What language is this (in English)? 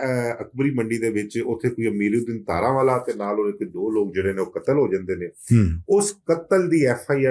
Western Panjabi